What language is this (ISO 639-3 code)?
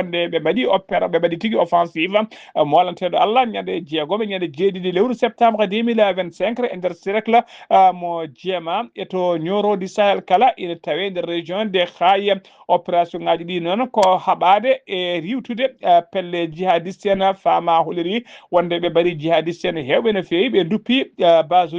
ful